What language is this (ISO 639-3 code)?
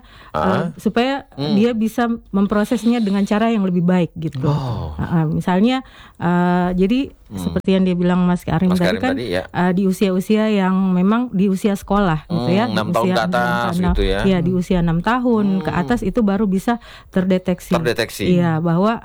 ind